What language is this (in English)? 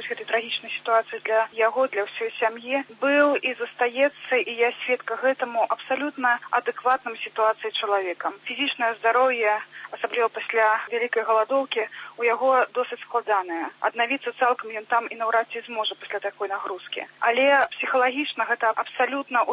Belarusian